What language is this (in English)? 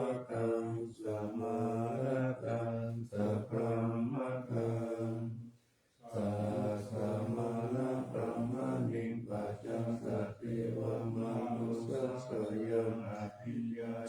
Pali